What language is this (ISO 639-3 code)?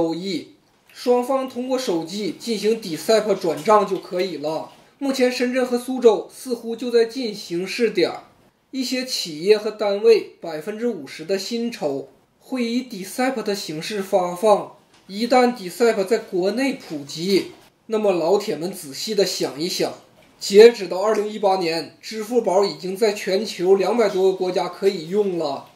zho